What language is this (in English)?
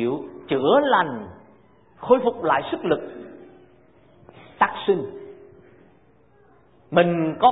Vietnamese